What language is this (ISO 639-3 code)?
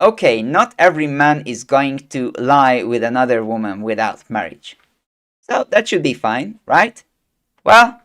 eng